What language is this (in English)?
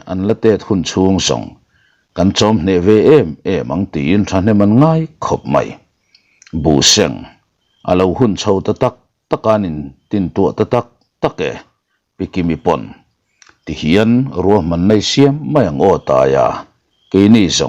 Mizo